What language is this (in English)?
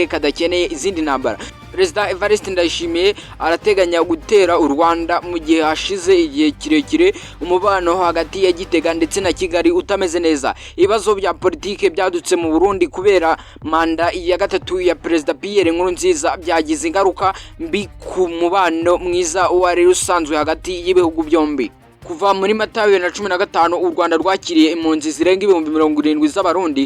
Kinyarwanda